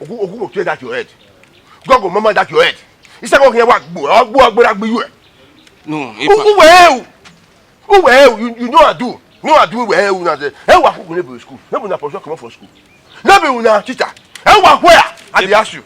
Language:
Bini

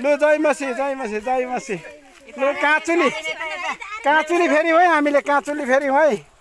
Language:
Nepali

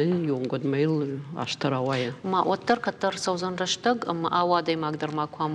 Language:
Ossetic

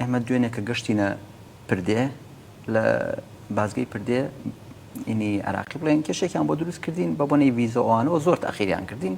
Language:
Central Kurdish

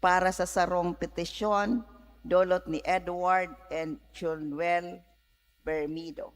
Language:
Bikol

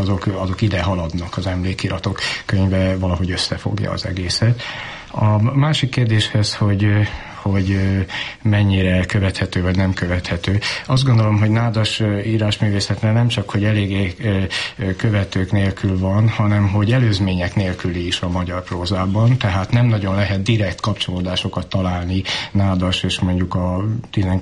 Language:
Hungarian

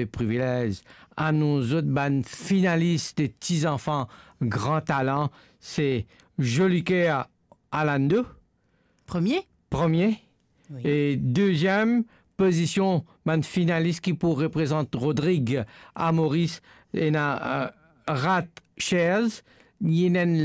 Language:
Morisyen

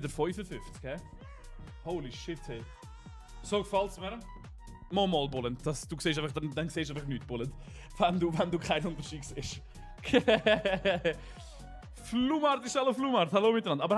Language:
Swiss German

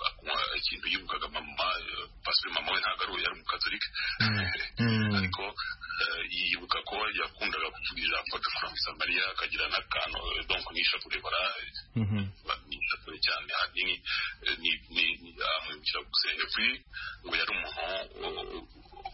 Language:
Kinyarwanda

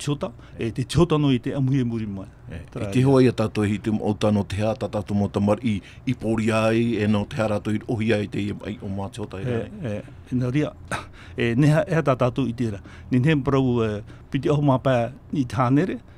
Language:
Tahitian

